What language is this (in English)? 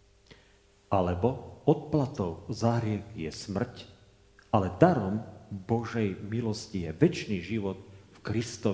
Slovak